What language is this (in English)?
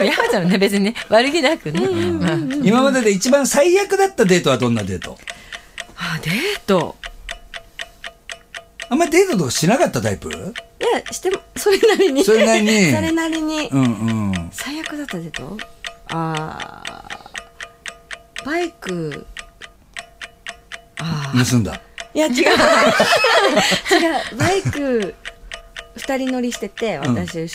Japanese